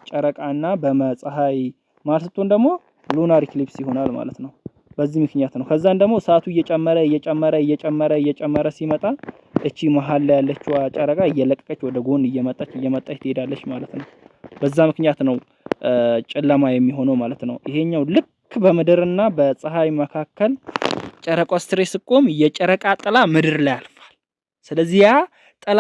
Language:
Amharic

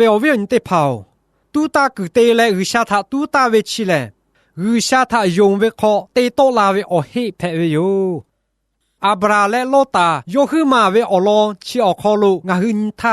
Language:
Lahu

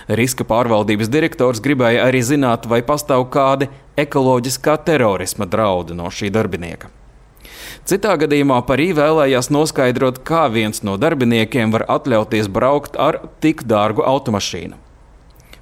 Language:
Latvian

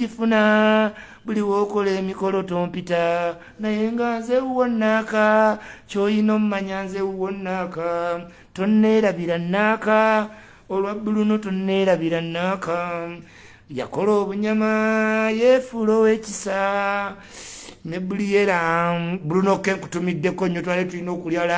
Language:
Ganda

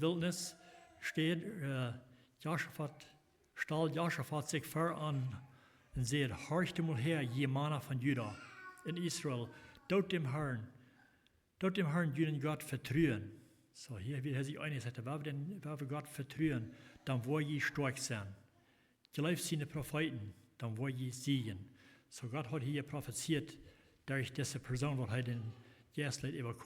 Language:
Plautdietsch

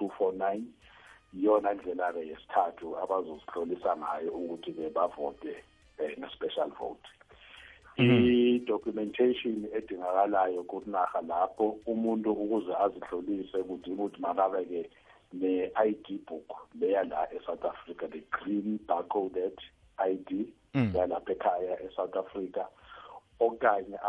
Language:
South Ndebele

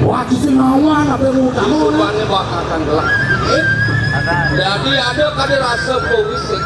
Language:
Balinese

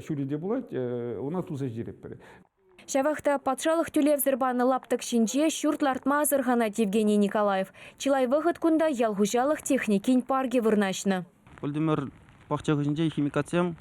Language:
Chuvash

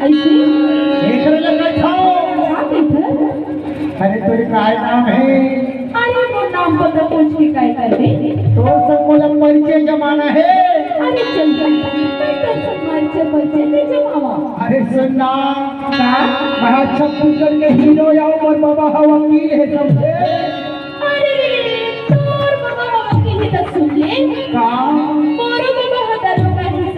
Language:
Chhattisgarhi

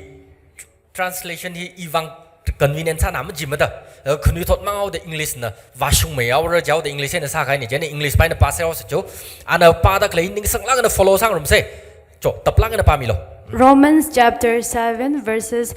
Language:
Tangkhul Naga (India)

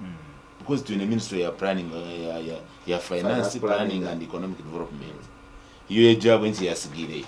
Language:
Nyankole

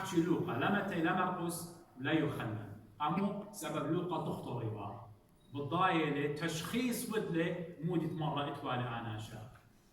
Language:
Assyrian Neo-Aramaic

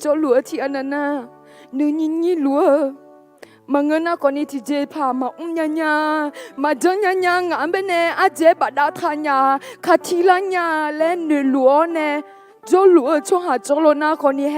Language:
Akha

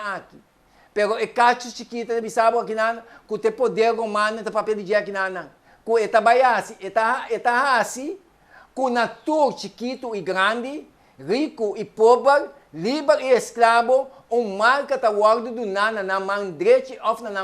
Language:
Papiamento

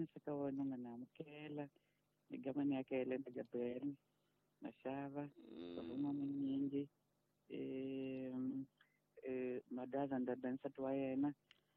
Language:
Tsonga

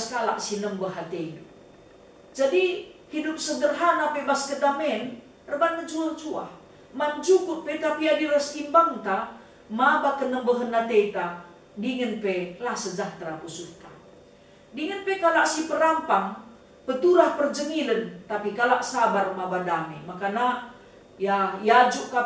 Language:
Batak Karo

